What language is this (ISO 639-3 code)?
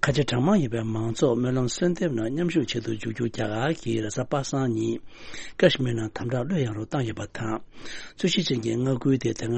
bod